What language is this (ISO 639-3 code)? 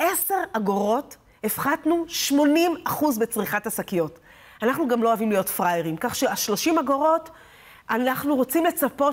heb